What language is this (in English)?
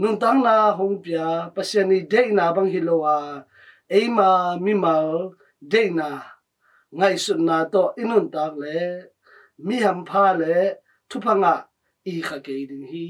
Tedim Chin